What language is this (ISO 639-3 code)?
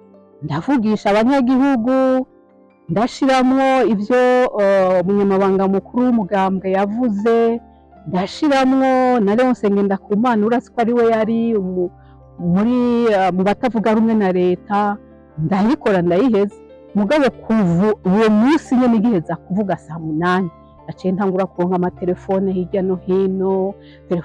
run